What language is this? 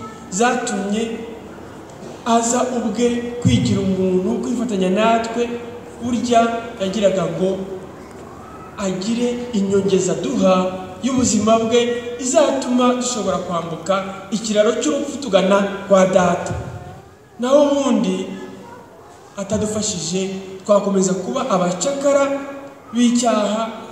Kinyarwanda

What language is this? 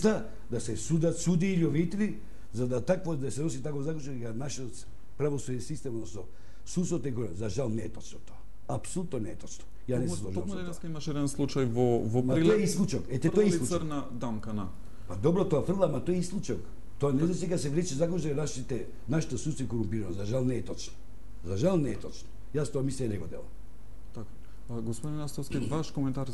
Macedonian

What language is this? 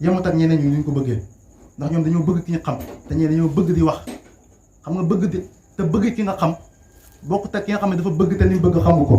Wolof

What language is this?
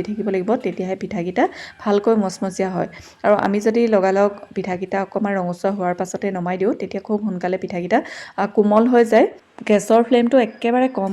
Assamese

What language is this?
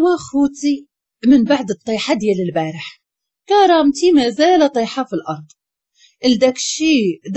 Moroccan Arabic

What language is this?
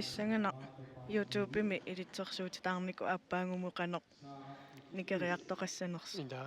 Kalaallisut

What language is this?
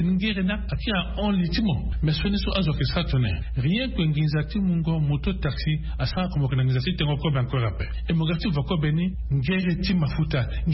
Sango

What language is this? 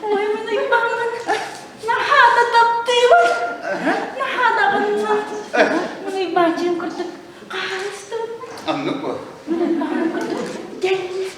Yakut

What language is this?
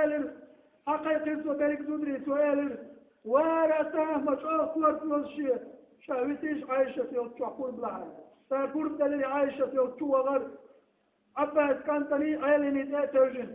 Chechen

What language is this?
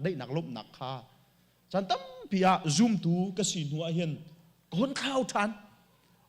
Hakha Chin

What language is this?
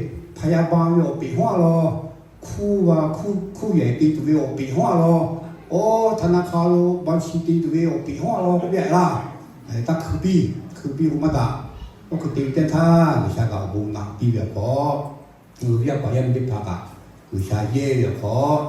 Lahu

